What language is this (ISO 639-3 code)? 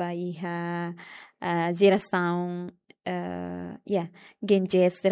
tet